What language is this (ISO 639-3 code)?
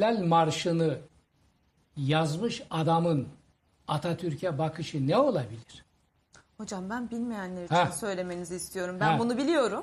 tur